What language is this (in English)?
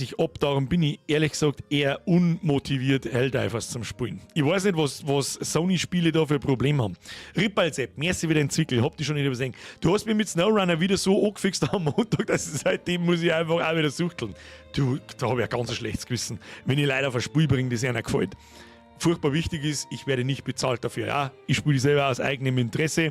Bavarian